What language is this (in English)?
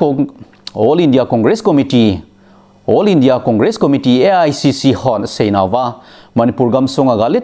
Thado Chin